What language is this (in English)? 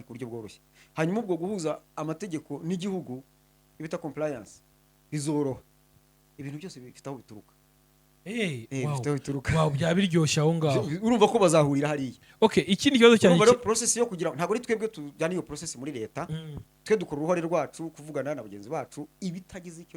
Kinyarwanda